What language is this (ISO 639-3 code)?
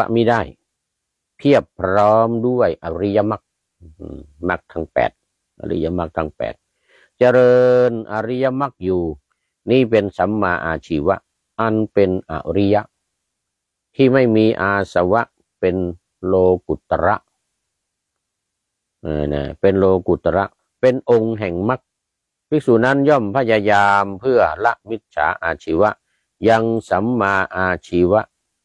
tha